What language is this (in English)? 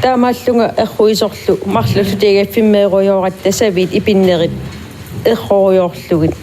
Kalaallisut